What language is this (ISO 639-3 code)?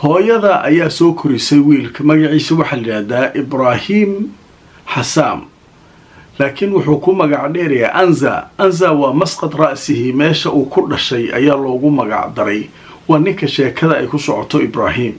som